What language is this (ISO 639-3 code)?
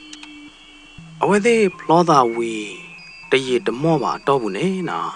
ksw